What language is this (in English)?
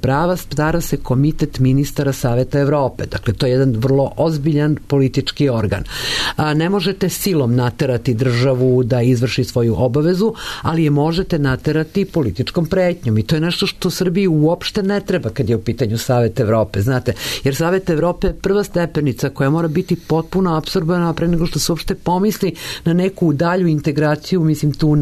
Serbian